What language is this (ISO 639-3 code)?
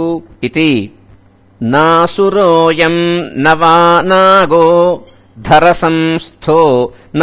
san